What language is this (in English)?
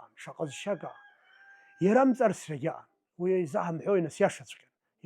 Abkhazian